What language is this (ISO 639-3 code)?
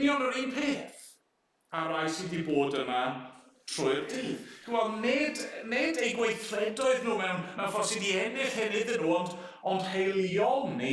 cym